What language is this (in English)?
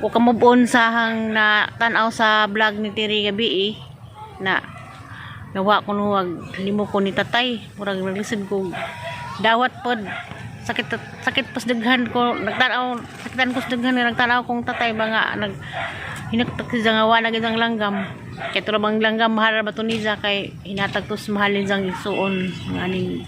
Cebuano